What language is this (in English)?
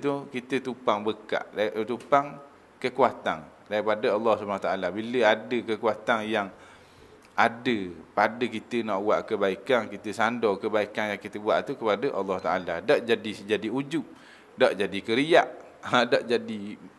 Malay